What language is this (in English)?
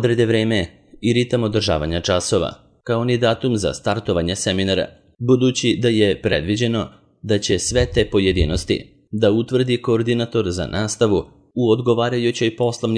Serbian